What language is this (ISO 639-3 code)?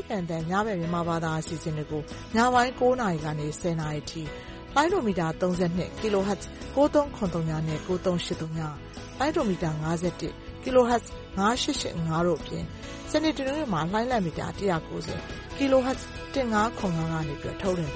mya